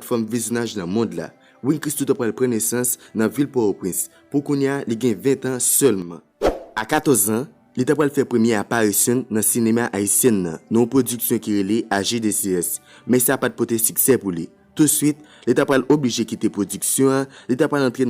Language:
Haitian Creole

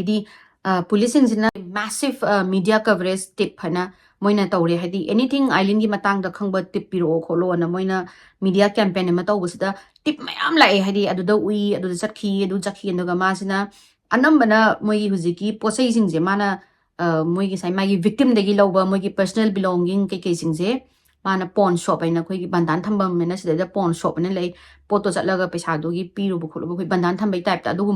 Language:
Manipuri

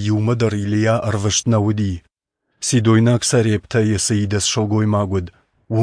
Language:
Ossetic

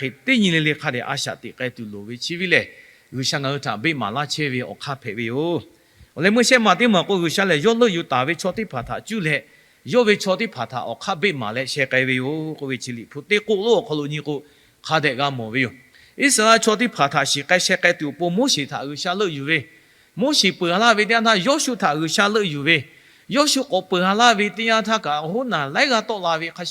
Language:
Lahu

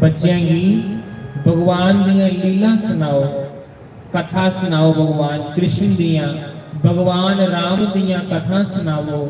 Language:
Dogri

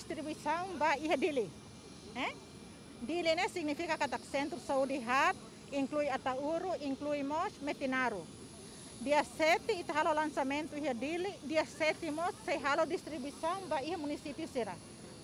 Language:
Tetum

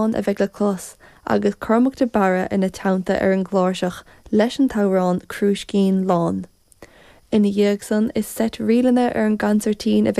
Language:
Irish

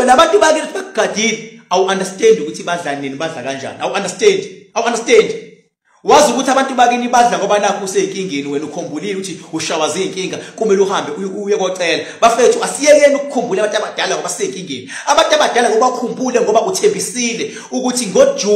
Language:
Zulu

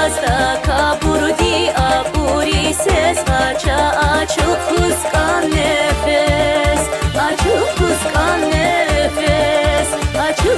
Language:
Tabassaran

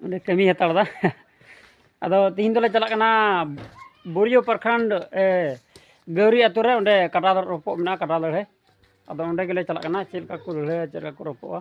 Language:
Santali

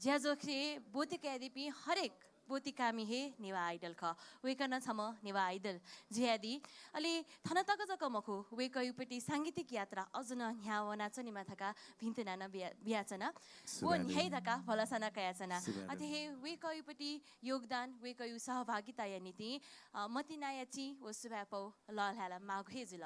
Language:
Newari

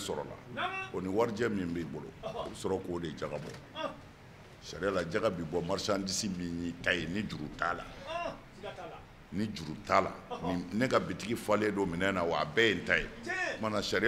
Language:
Bambara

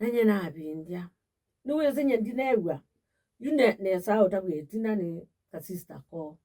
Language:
Kamba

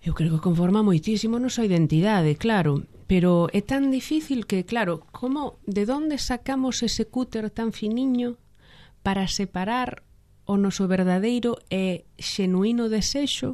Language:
Galician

